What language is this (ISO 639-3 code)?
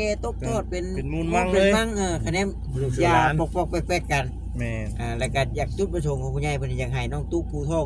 tts